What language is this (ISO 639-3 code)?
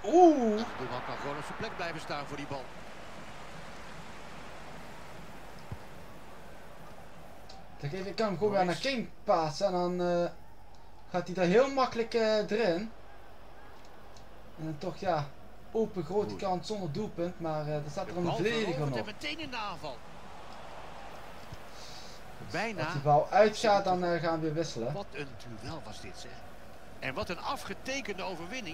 nld